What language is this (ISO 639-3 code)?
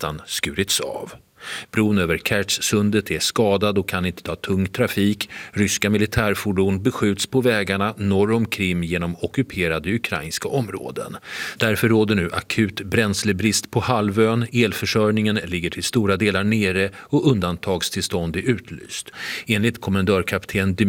swe